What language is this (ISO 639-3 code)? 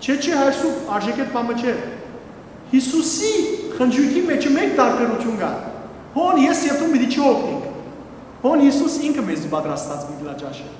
hyw